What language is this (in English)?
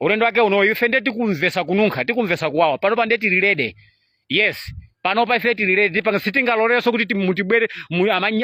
Nyanja